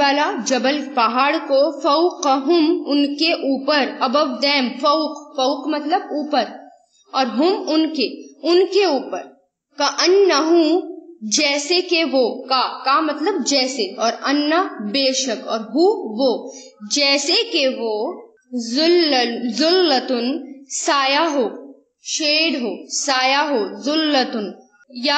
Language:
Urdu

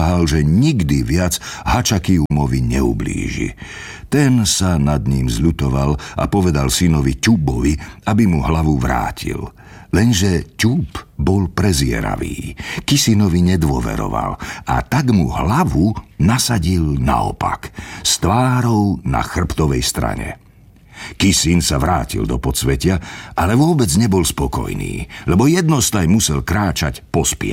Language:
Slovak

